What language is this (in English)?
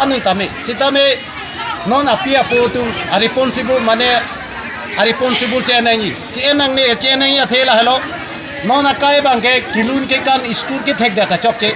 Karbi